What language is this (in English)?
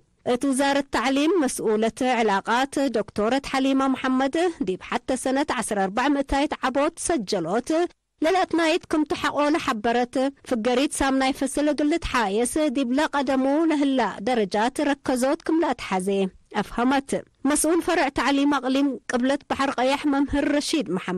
Tigre